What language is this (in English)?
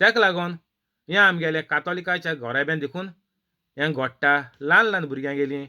Konkani